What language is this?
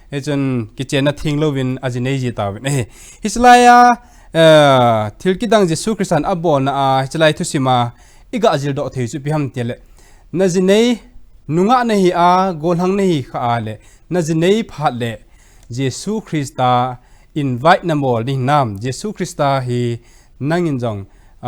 Thado Chin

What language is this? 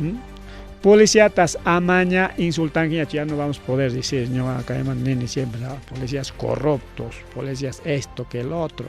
Ayacucho Quechua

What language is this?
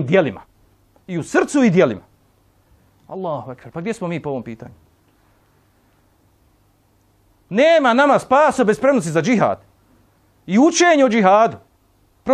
Bosnian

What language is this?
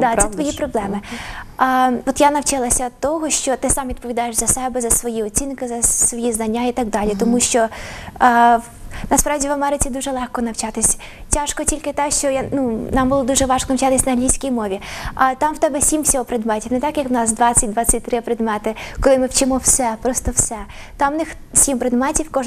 Ukrainian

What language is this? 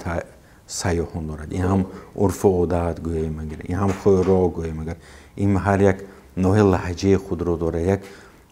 Tajik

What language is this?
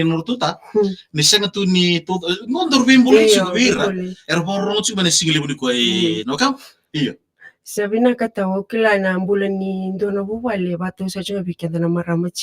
Fijian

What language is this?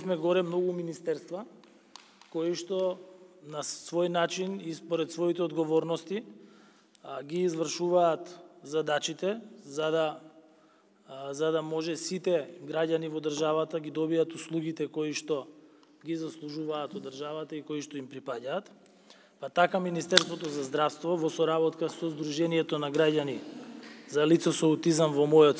Macedonian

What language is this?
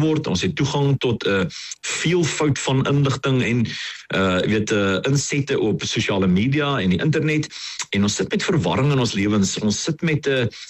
Afrikaans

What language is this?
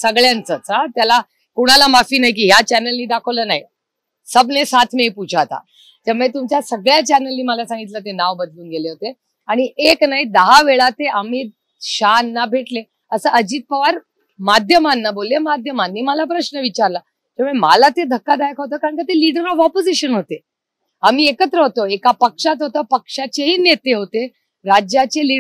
Marathi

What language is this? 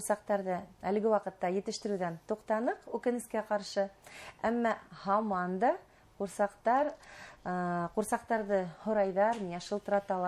Bashkir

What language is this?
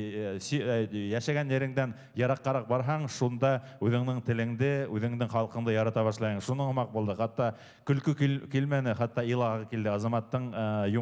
Bashkir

